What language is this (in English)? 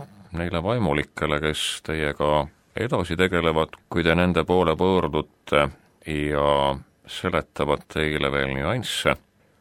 Estonian